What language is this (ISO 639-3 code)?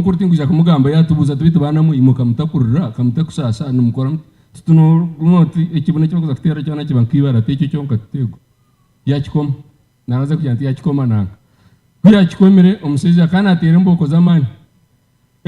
nyn